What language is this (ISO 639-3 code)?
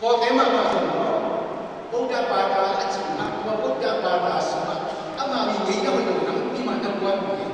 ctd